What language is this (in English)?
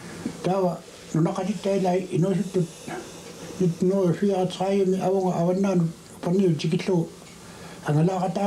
Kalaallisut